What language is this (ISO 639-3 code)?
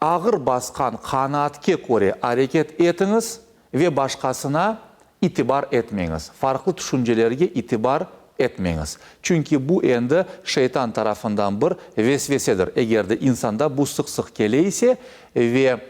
crh